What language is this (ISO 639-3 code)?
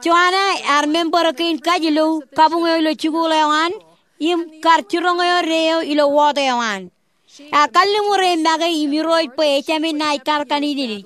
mah